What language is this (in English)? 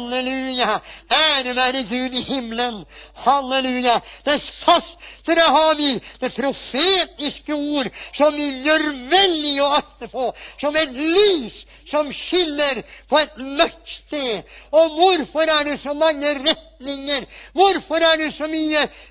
Norwegian